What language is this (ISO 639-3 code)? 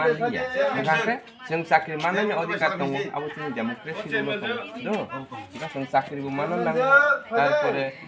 trp